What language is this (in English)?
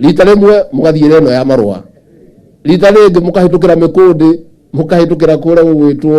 Kikuyu